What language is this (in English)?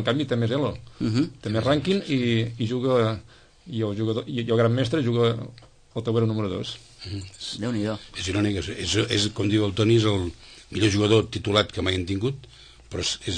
Catalan